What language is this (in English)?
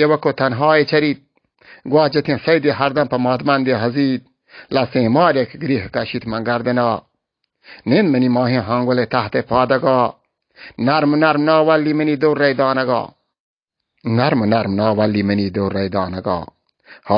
Baluchi